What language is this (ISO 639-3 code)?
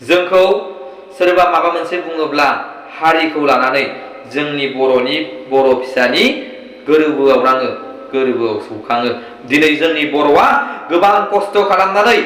brx